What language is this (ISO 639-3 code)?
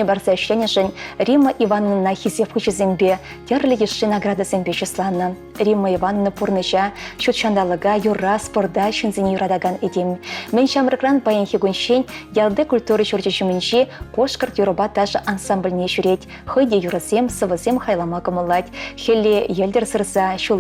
chv